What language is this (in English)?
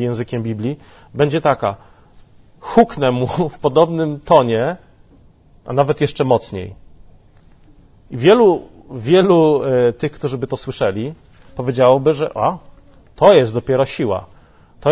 Polish